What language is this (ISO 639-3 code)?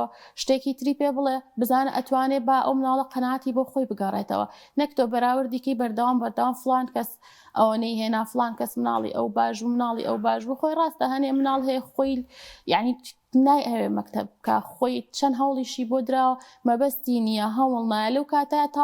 ckb